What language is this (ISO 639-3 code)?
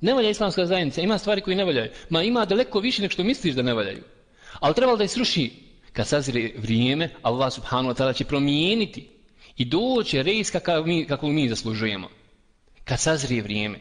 bos